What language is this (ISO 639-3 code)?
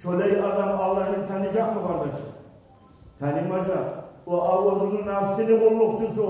kum